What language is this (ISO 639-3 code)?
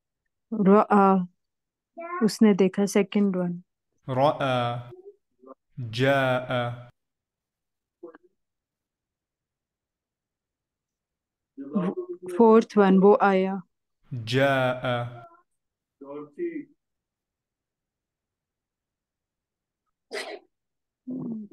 urd